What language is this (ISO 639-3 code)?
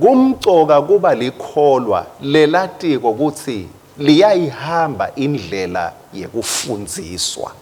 ssw